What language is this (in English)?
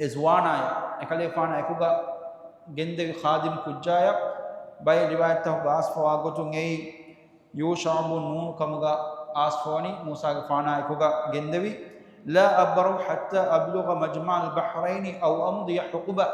Divehi